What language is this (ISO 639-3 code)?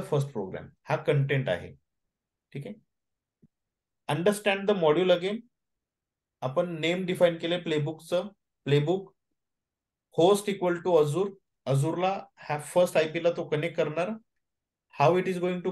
mar